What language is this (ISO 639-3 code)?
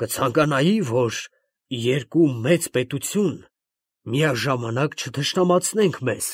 hye